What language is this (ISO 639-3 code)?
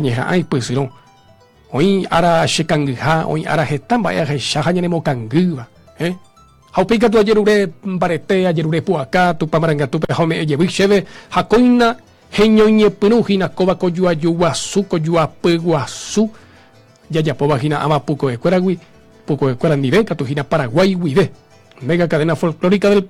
grn